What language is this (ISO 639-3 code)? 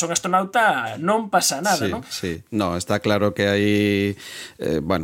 glg